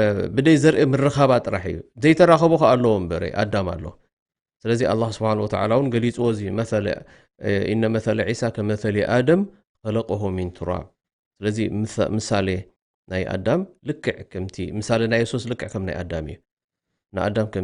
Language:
Tigrinya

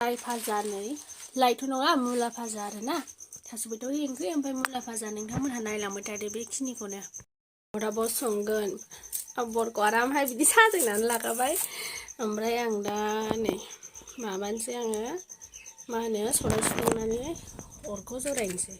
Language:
Bodo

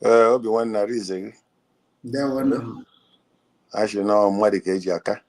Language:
Igbo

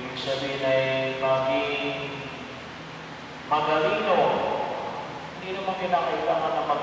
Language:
Filipino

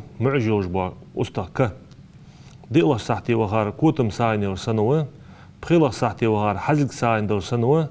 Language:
Ingush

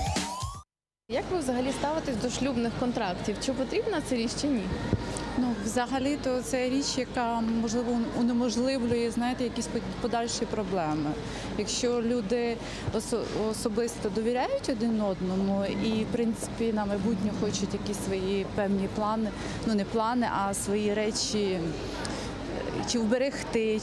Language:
Ukrainian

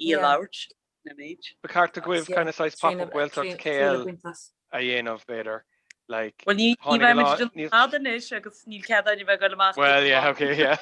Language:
Irish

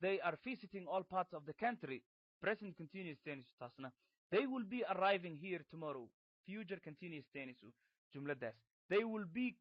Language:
Somali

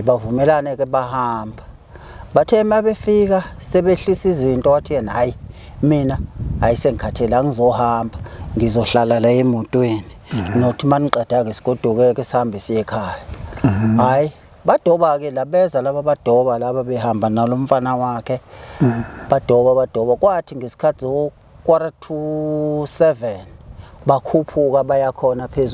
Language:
Zulu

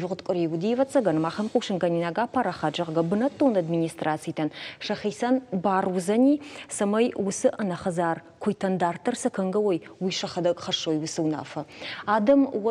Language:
Ossetic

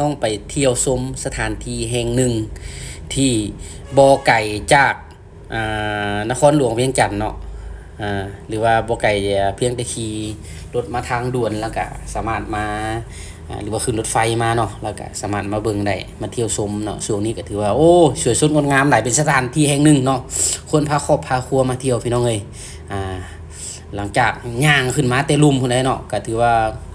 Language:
Lao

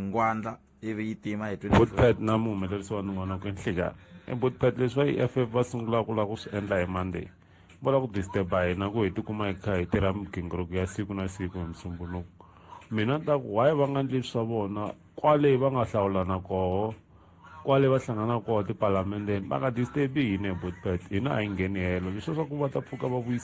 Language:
Tsonga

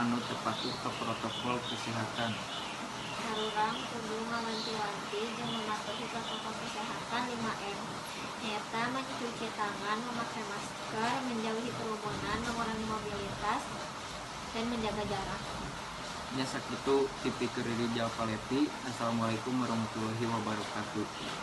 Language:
Sundanese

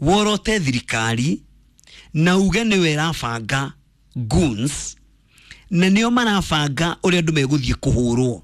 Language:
Kikuyu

